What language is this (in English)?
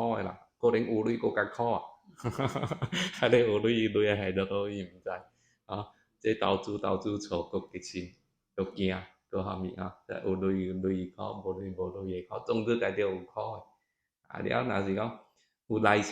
Min Nan Chinese